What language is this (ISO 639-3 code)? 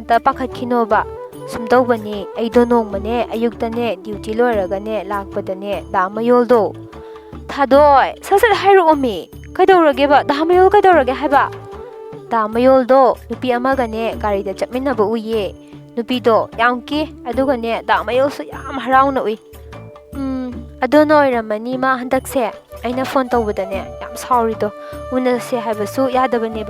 mni